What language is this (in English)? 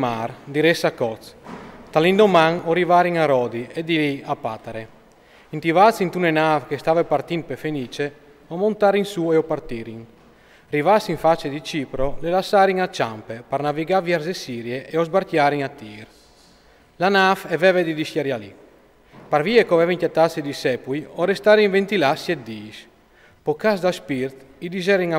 Friulian